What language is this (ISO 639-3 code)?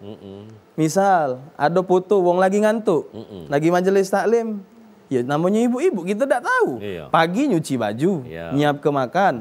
mui